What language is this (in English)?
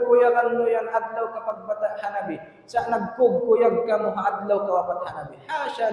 Tausug